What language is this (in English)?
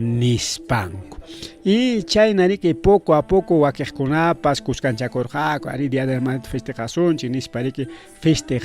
Ayacucho Quechua